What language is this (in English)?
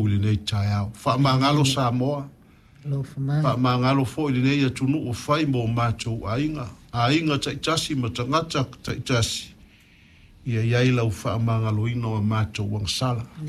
Samoan